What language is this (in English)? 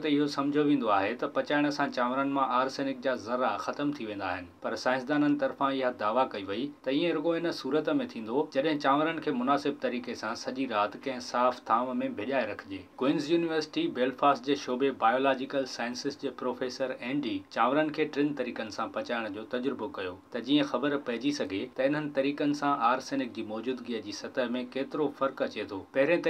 Sindhi